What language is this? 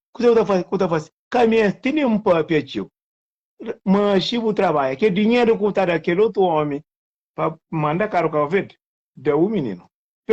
Kabuverdianu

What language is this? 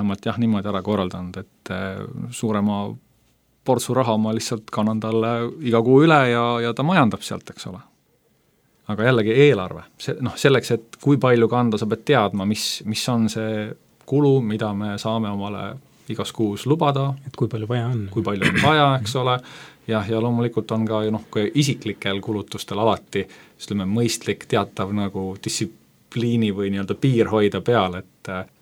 Estonian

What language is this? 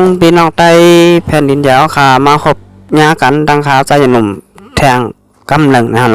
Shan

